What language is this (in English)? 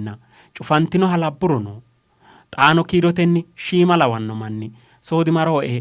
Sidamo